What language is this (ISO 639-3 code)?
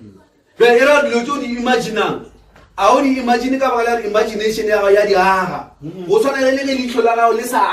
nso